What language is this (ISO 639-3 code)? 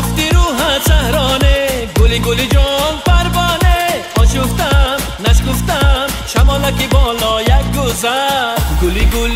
fas